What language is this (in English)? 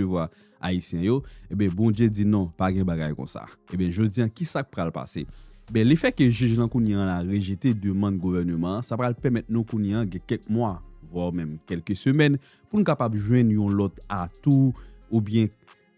Haitian Creole